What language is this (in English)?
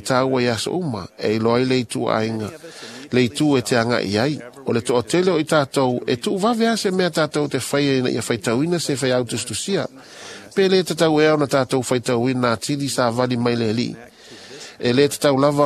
Samoan